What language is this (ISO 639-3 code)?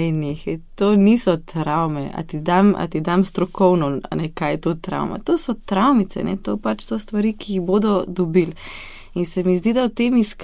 slv